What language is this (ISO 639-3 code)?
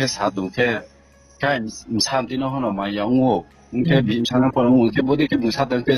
ria